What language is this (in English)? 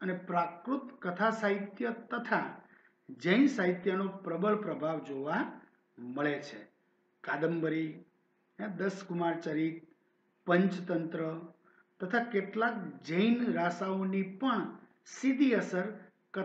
Gujarati